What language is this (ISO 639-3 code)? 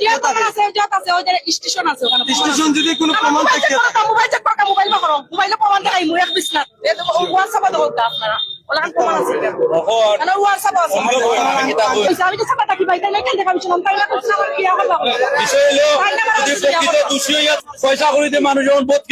syl